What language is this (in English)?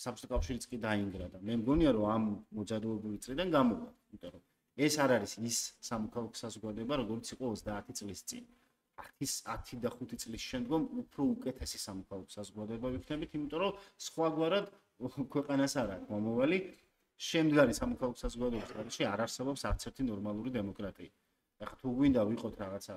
Georgian